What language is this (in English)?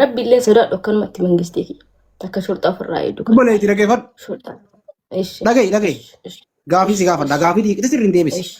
Oromo